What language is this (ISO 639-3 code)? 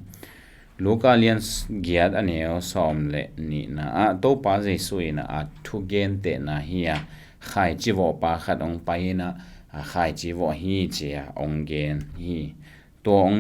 ctd